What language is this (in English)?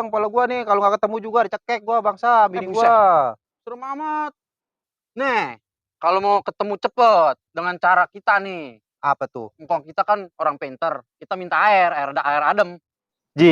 Betawi